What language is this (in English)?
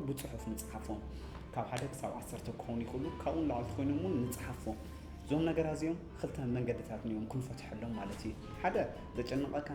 Tigrinya